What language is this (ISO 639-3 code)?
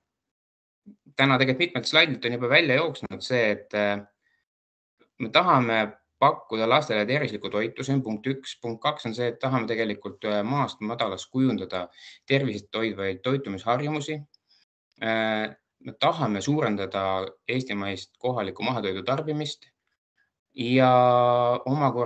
est